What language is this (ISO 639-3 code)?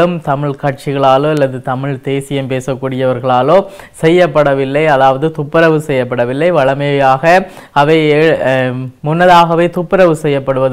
tam